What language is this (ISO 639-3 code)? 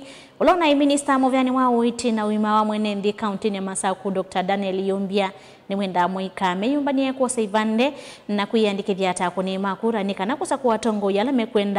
kam